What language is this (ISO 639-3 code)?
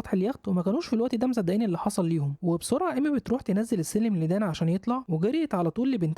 arz